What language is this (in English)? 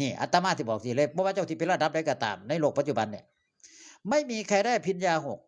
Northeastern Thai